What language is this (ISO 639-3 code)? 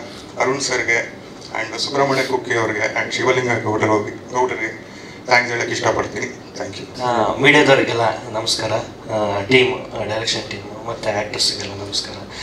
kan